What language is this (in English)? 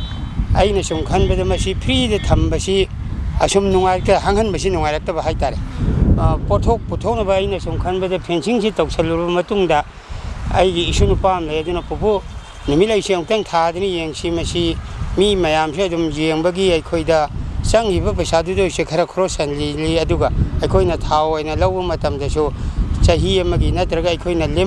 Manipuri